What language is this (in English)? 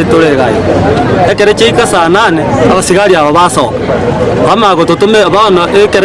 Gusii